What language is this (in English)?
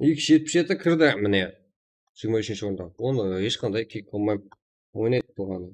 Kara-Kalpak